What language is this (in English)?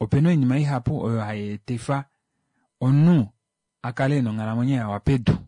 Kuanyama